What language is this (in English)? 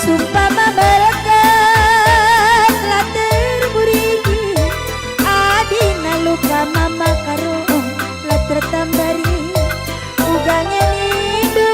Batak Karo